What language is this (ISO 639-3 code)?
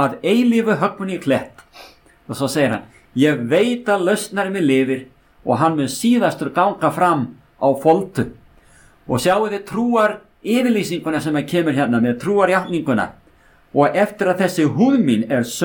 isl